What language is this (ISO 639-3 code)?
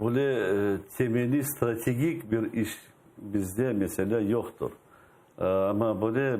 crh